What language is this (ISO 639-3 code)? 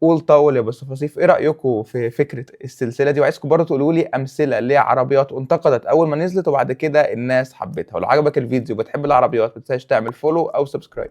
arz